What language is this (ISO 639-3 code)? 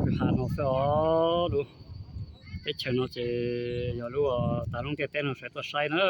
hmn